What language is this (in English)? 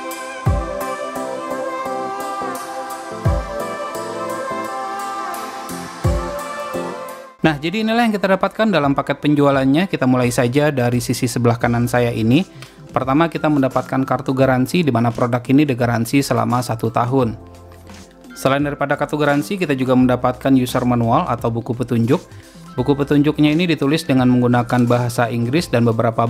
Indonesian